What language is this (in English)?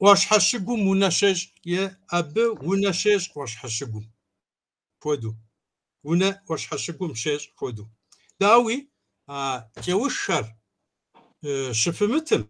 Kabardian